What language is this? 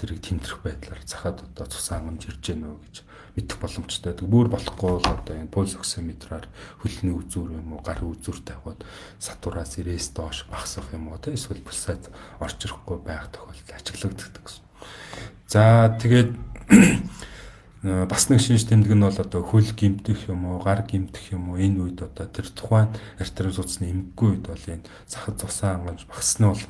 Mongolian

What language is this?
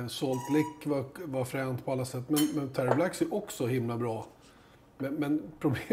Swedish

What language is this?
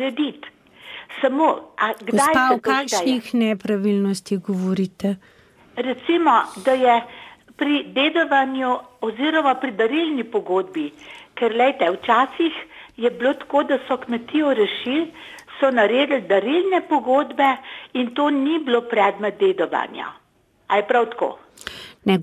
Slovenian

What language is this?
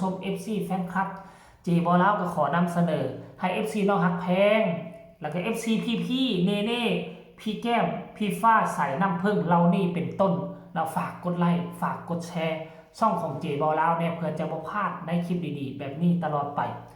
Northeastern Thai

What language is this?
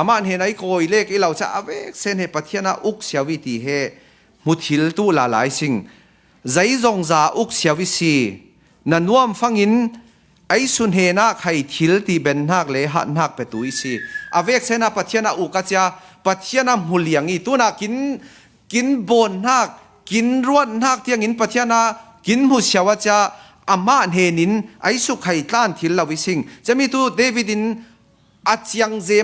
Falam Chin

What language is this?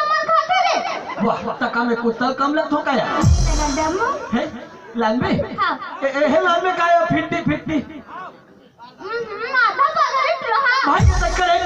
Chhattisgarhi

